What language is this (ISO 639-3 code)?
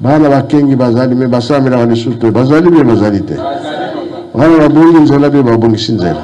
lin